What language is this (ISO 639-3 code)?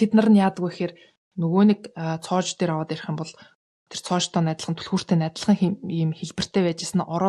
mon